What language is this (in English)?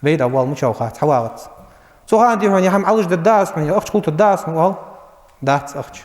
Ingush